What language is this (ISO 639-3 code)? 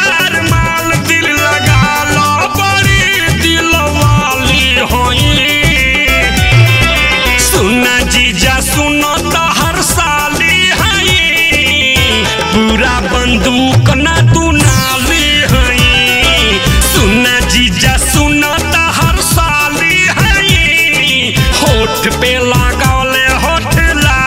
bho